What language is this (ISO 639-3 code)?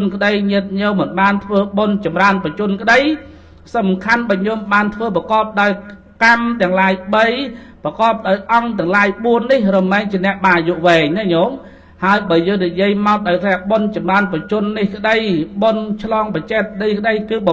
khm